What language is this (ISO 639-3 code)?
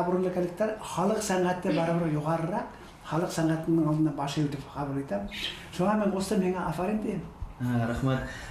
bak